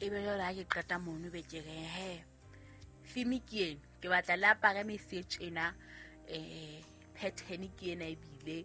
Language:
Southern Sotho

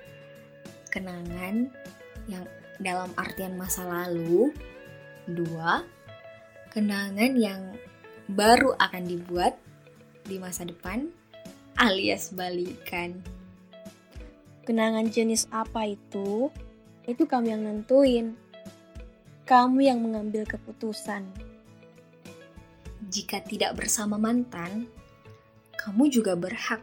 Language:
Indonesian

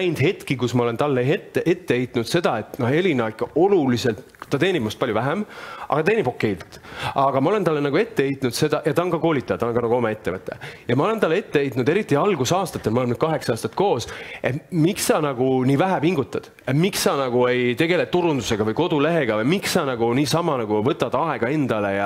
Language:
Estonian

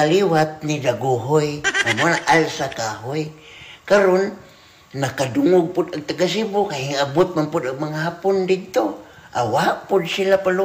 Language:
Cebuano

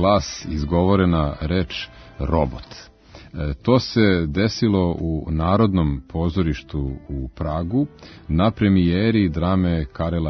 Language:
Serbian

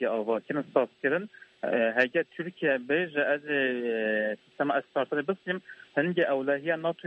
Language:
Kurdish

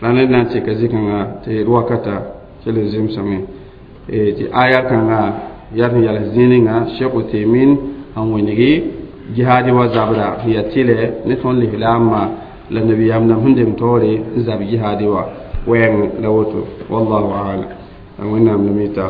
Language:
Mossi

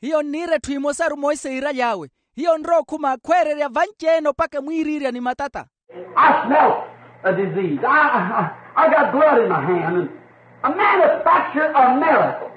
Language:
Makhuwa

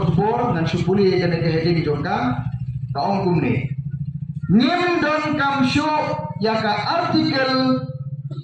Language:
Khasi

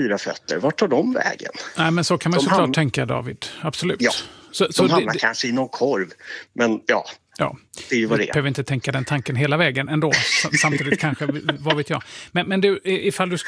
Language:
Swedish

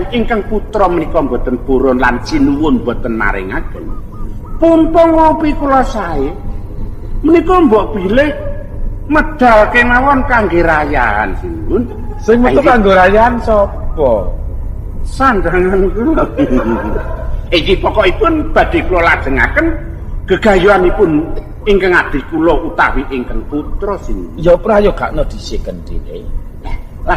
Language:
Javanese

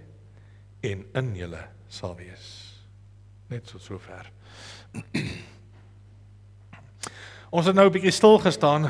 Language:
Afrikaans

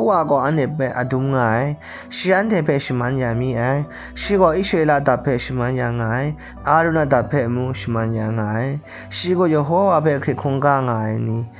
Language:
Kachin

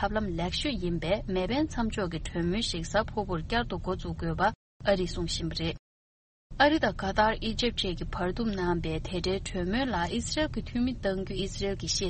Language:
Tibetan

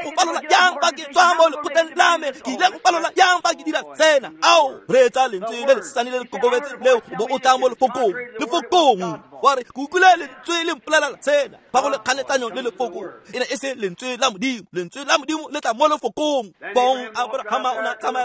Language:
Tswana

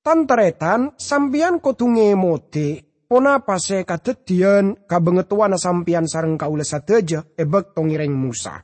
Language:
Madurese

